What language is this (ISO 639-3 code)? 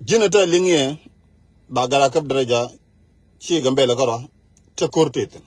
nus